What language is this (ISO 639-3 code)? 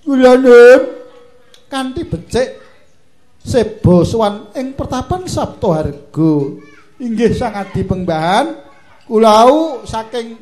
jav